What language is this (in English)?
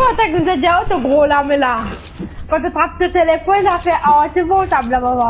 Morisyen